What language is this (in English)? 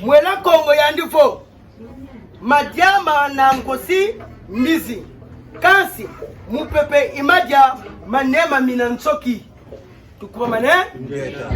Kituba (Democratic Republic of Congo)